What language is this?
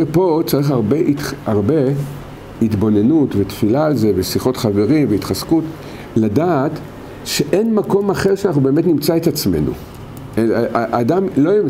Hebrew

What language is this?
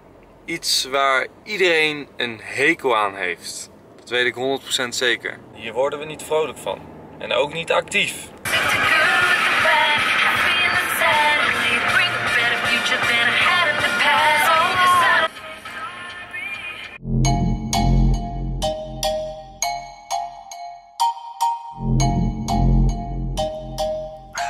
Dutch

